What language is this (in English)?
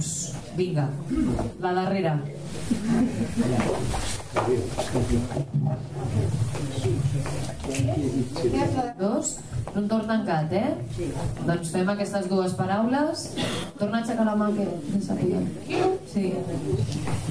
Catalan